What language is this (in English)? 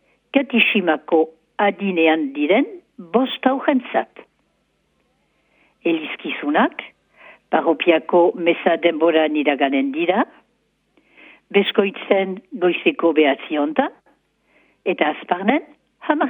Basque